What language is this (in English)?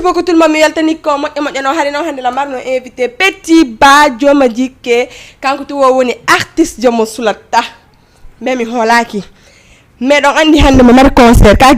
Fula